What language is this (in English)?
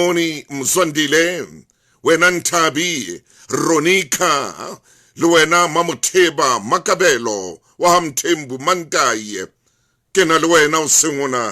Southern Sotho